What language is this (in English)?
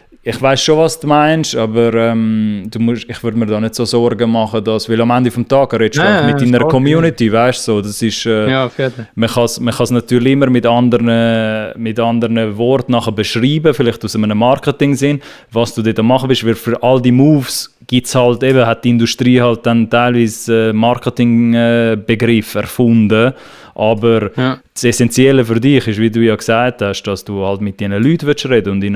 Swiss German